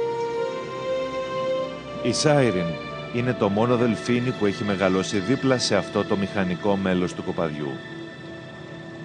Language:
Greek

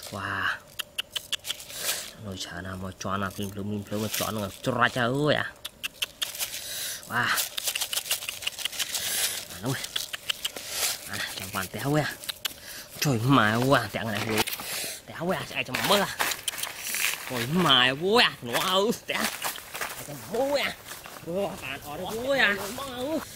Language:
Vietnamese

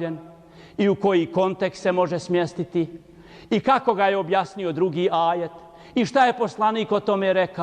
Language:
Bosnian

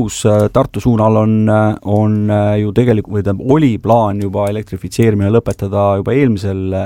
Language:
Estonian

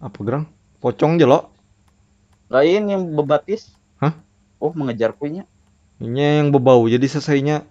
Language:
Banjar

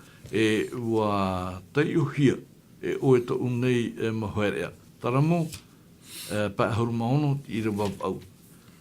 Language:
Tahitian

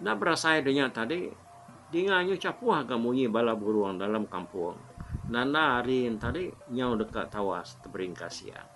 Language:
Iban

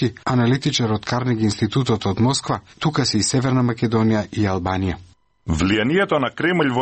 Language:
Macedonian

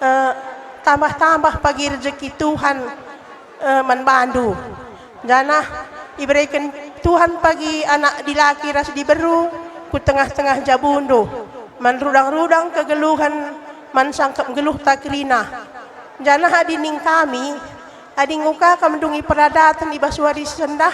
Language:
Batak Karo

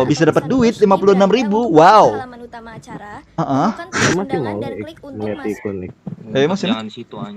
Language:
Banjar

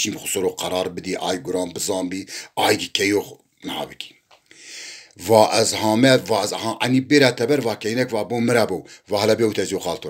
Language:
Zaza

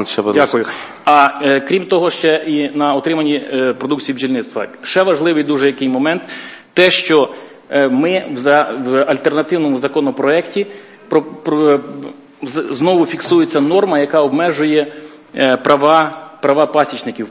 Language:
Ukrainian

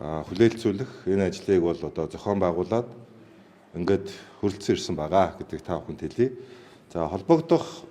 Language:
Mongolian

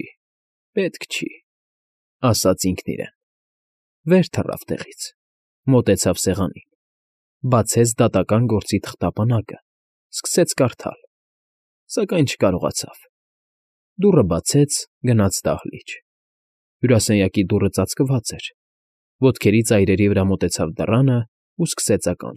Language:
Armenian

